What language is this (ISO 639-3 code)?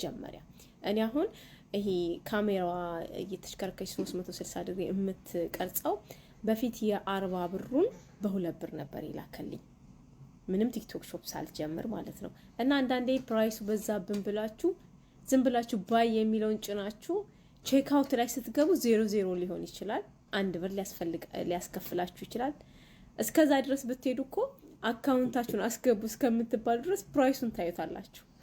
amh